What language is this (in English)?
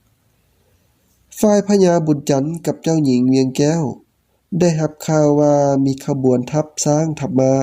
Lao